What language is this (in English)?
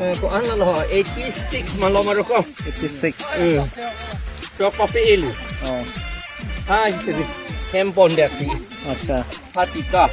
Karbi